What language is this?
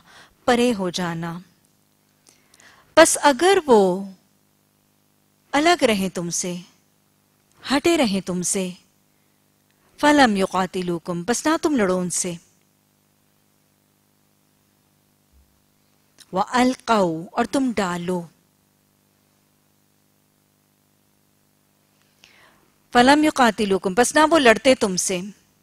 Urdu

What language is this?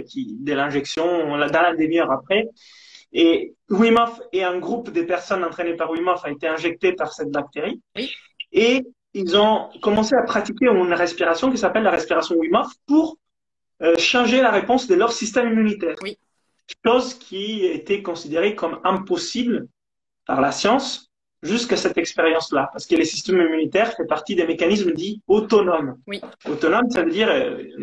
French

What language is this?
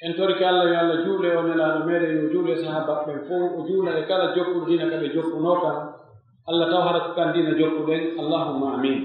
Pular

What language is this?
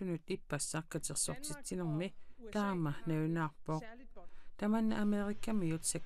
Kalaallisut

